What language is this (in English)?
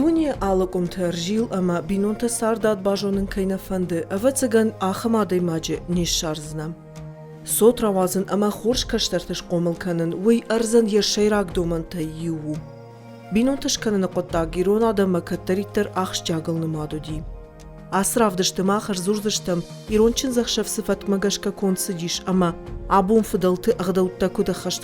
Ossetic